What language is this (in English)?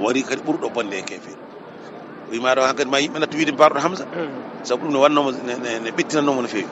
Fula